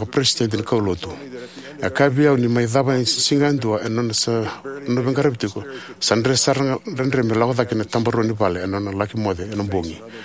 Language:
Fijian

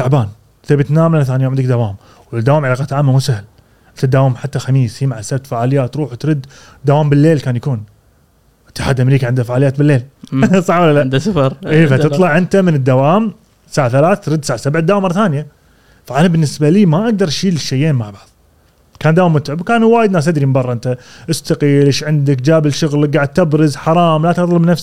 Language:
Gulf Arabic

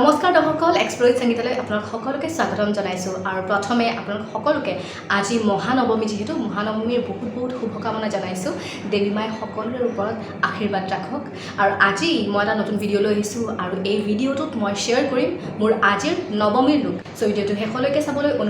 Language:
Assamese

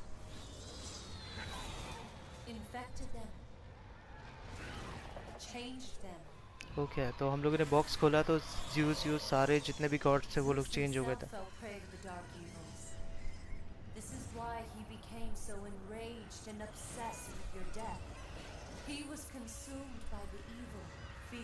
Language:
Hindi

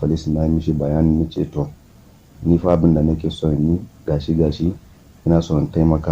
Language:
Hausa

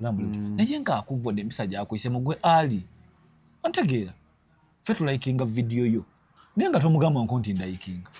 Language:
Ganda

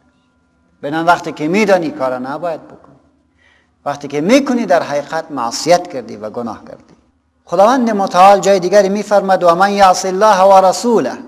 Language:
Persian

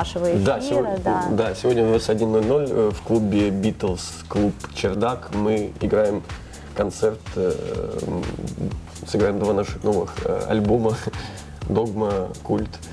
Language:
Russian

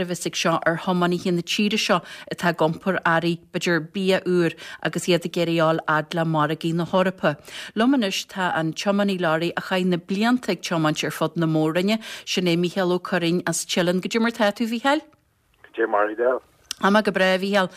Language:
Irish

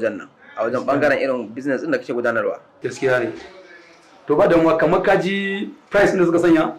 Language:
Hausa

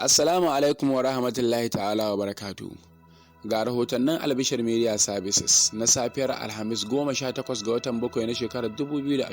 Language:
Hausa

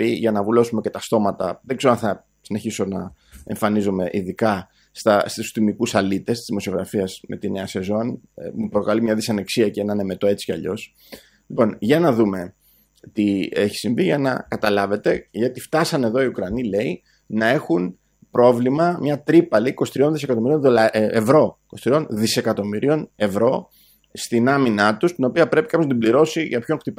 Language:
Greek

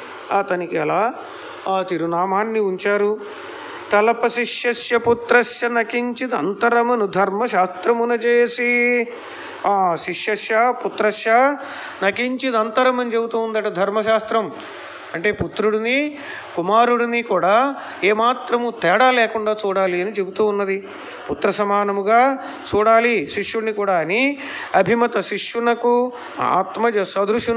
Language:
Telugu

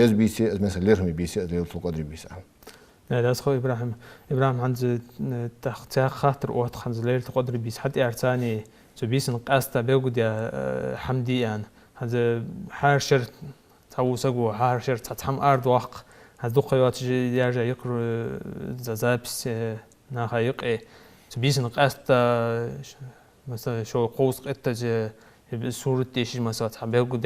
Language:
Ingush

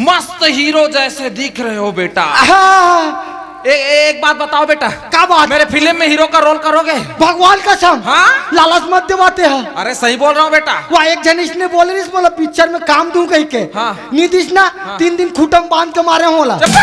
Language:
Chhattisgarhi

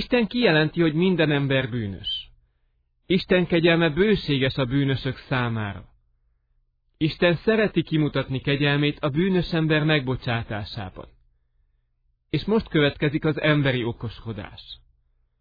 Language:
Hungarian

